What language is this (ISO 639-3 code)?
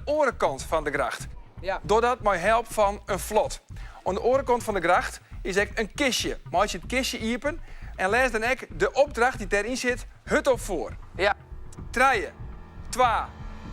fry